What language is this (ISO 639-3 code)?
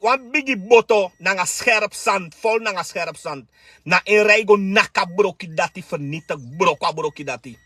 srn